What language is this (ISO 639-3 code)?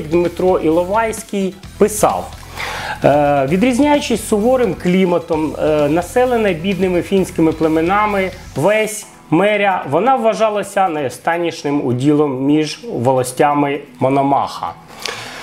ukr